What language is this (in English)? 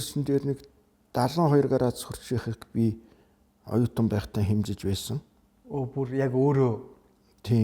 Mongolian